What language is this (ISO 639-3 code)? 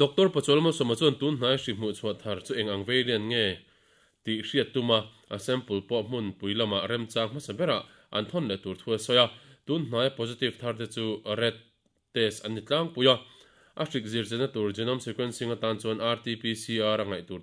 lus